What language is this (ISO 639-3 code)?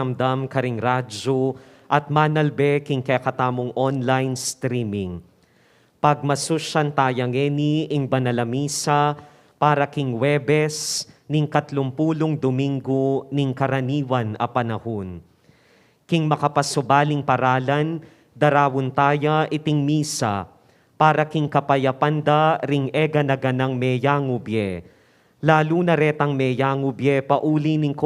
pam